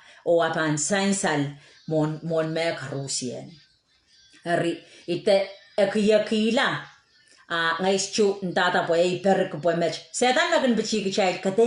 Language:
Pohnpeian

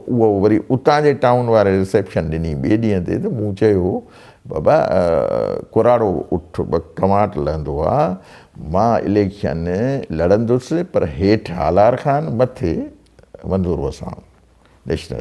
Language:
Sindhi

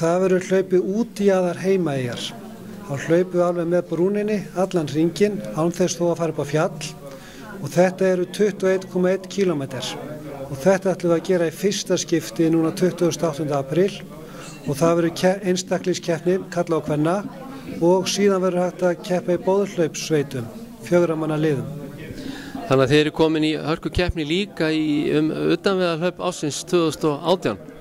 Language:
Icelandic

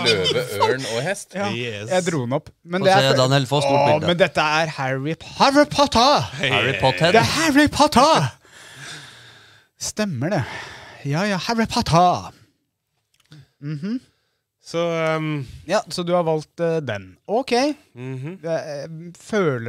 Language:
Norwegian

